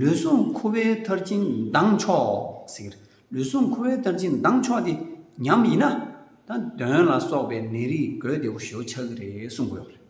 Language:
Tibetan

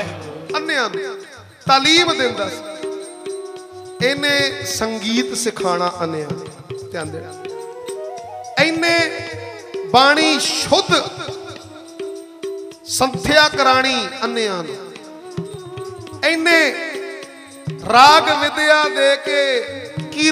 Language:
Punjabi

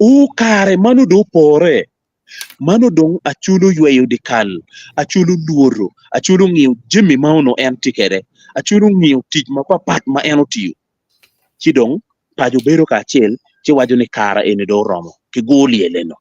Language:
Acoli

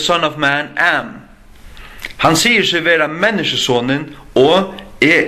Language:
Faroese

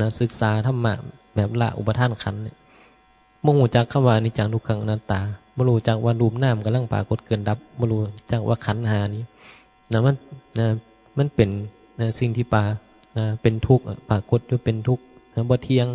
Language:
Northeastern Thai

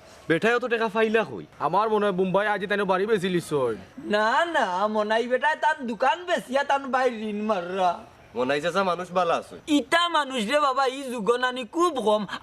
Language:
Sylheti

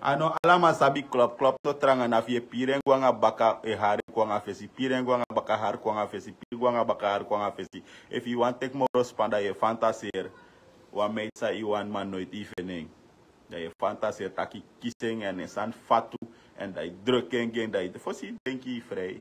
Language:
Sranan Tongo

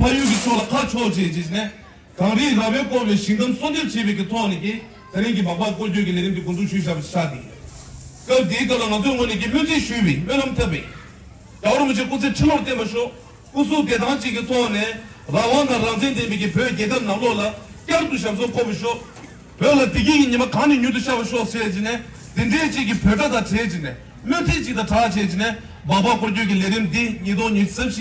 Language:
Tibetan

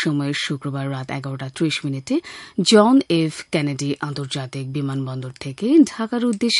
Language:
Bangla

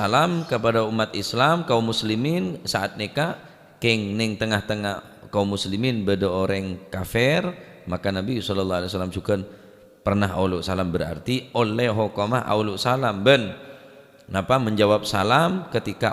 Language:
Madurese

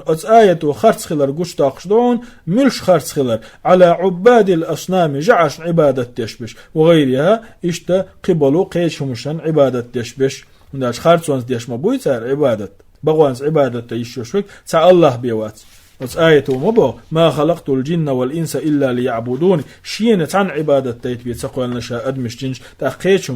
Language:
Chechen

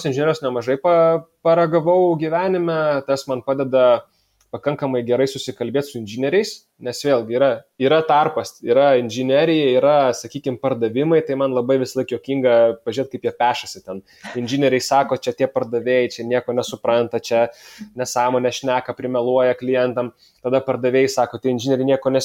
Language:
Lithuanian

